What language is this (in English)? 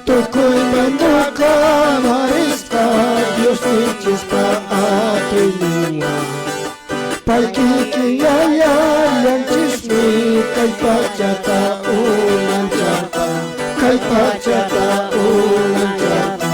Quechua